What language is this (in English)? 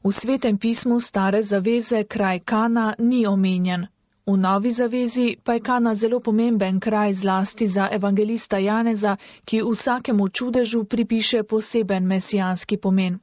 Slovenian